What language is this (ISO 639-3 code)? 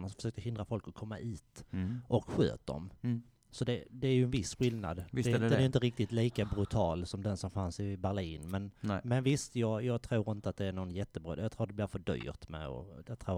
swe